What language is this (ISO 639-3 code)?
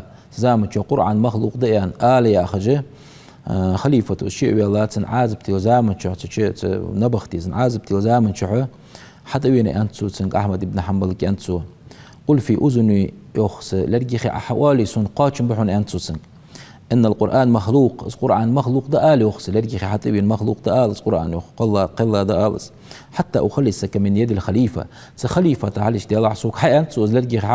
inh